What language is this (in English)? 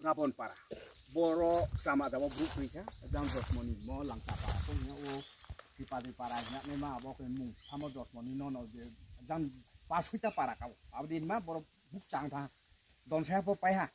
Riang (India)